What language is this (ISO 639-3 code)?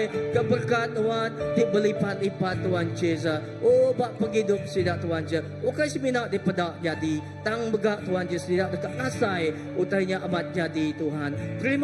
iba